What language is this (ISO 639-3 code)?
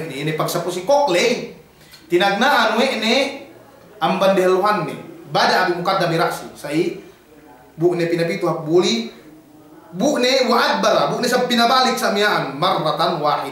yka